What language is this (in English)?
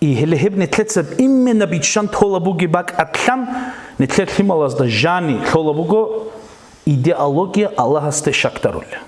Avaric